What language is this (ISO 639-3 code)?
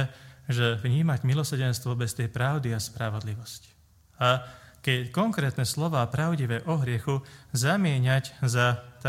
slk